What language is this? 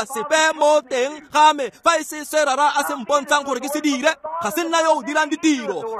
Tswana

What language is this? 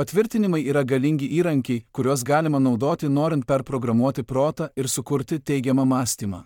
Lithuanian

